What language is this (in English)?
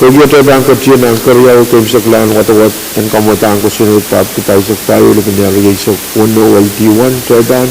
Pohnpeian